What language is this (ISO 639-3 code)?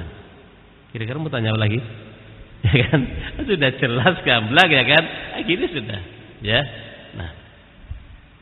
ind